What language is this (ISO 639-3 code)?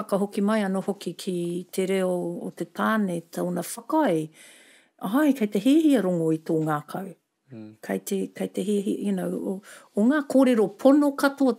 mri